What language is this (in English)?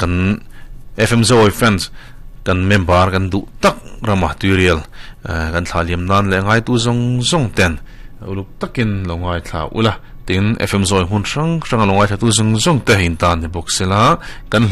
Mizo